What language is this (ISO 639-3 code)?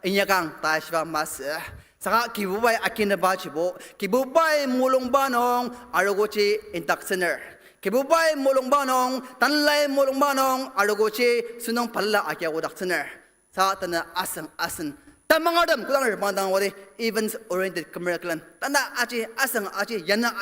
njo